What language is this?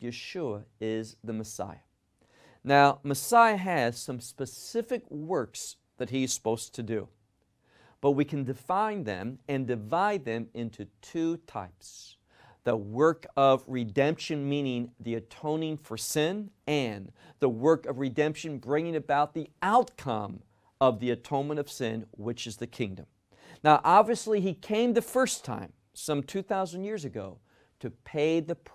English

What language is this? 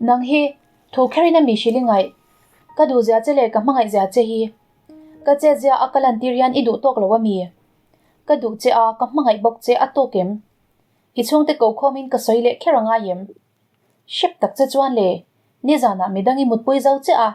Mizo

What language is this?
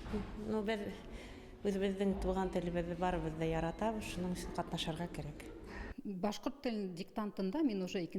Bashkir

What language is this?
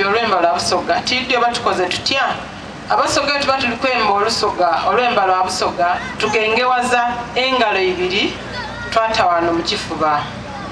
Soga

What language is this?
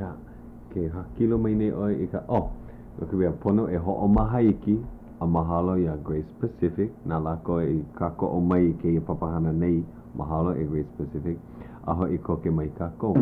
Hawaiian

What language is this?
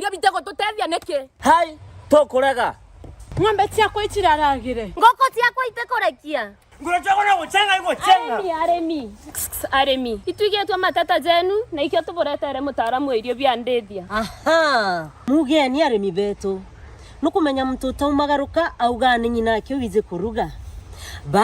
Meru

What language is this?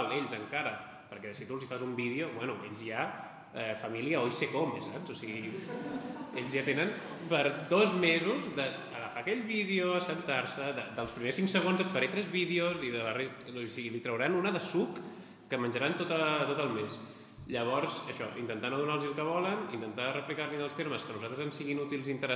Catalan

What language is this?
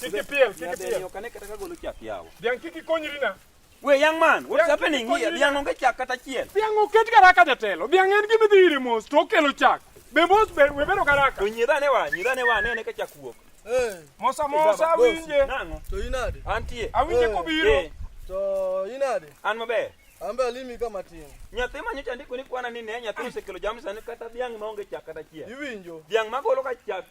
Luo (Kenya and Tanzania)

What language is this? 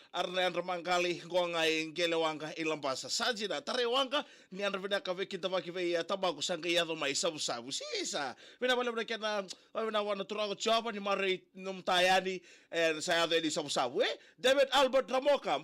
Fijian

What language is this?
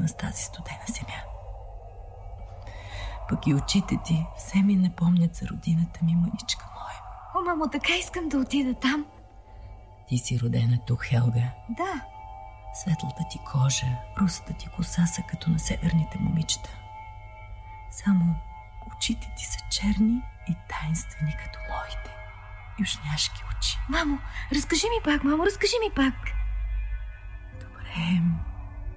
Bulgarian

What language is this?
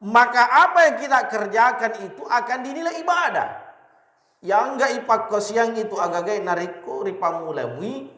Buginese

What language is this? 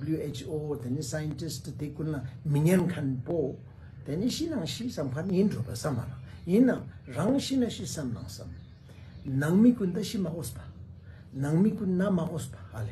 Ladakhi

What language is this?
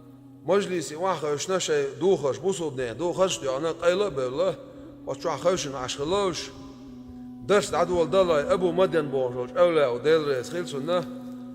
Chechen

